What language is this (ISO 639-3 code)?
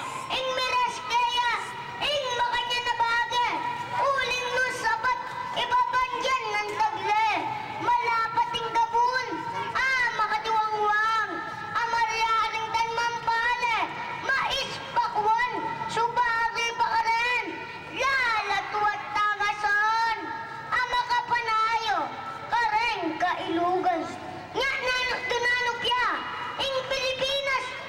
pam